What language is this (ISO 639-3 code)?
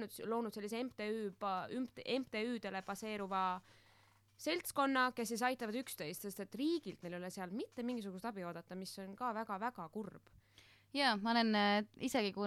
est